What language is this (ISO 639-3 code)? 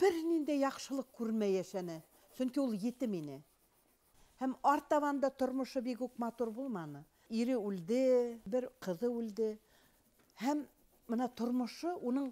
bak